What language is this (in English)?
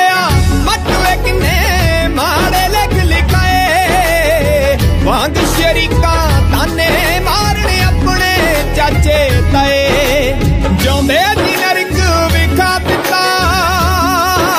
Punjabi